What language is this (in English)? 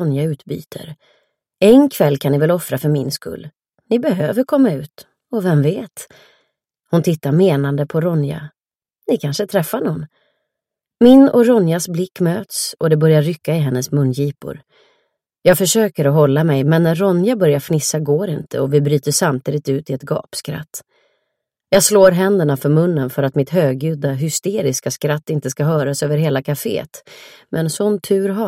Swedish